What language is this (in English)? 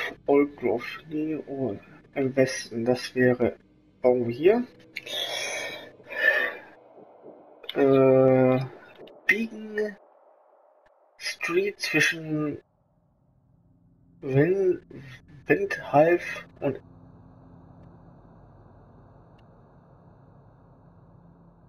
German